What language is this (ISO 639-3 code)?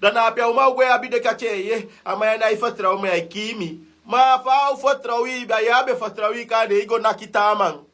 srn